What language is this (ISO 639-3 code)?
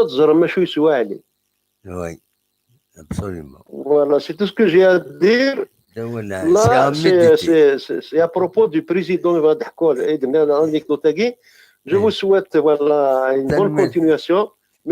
kab